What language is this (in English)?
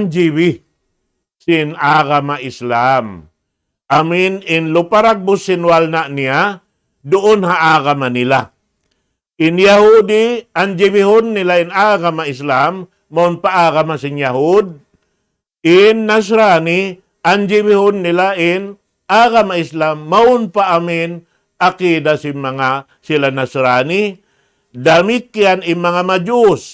Tausug